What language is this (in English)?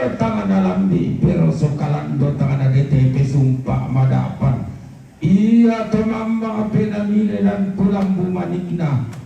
Toraja-Sa'dan